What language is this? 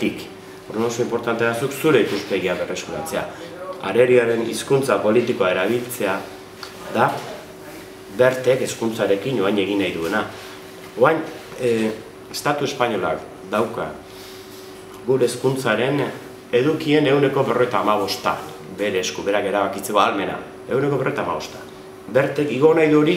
Basque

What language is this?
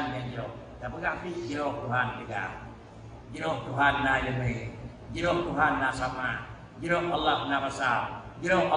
Achinese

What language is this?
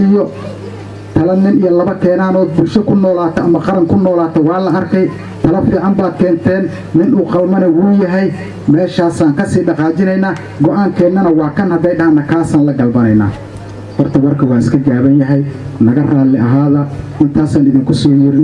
Somali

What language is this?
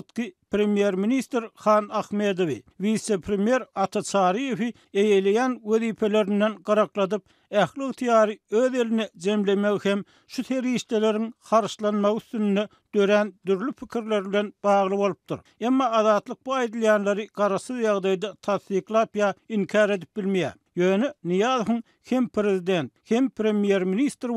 Turkmen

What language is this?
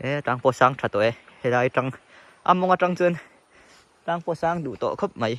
Mizo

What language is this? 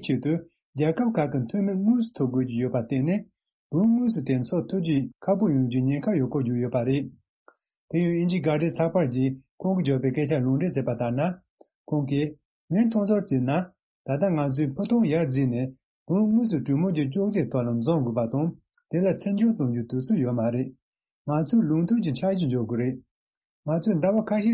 Tibetan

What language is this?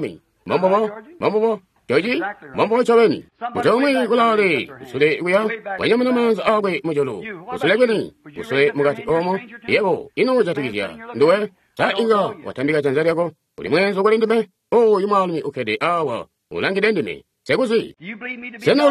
Tonga (Zambia)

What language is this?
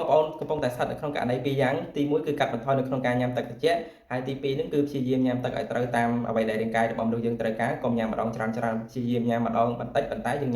Khmer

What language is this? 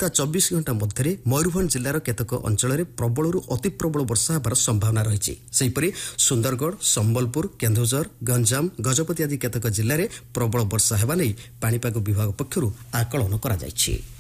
Odia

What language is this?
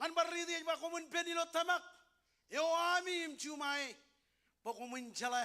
Marshallese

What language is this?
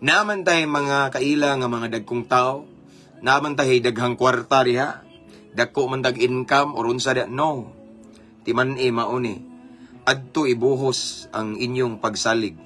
Cebuano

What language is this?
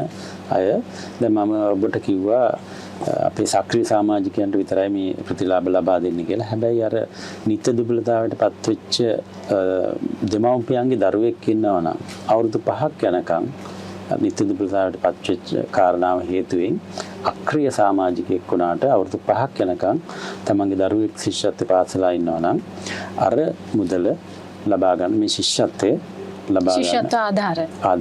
Sinhala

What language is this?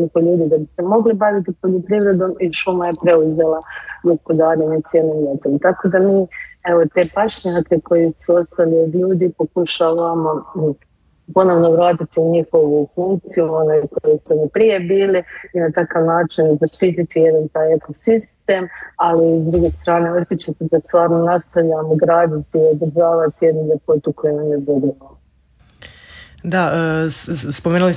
Croatian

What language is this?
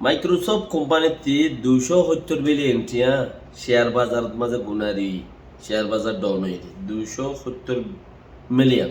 Rohingya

